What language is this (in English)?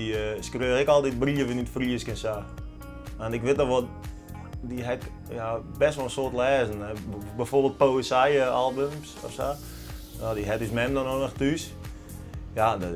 Western Frisian